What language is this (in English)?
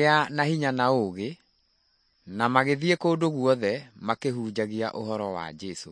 Kikuyu